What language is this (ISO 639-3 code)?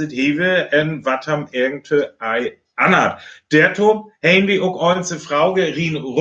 frr